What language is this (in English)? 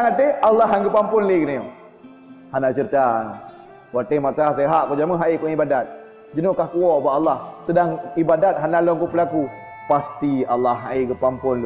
Achinese